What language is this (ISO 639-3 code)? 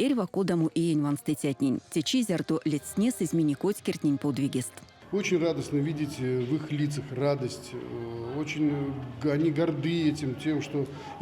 myv